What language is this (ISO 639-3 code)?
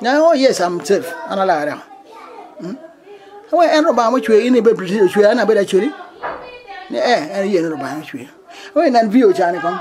ach